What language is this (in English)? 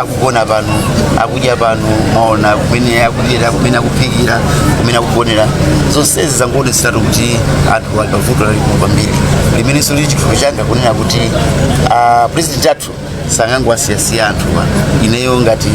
Nyanja